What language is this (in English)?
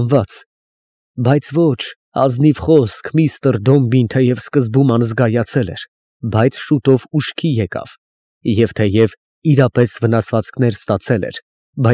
Armenian